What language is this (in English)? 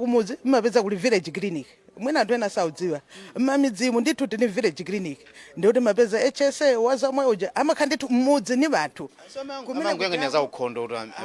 Nyanja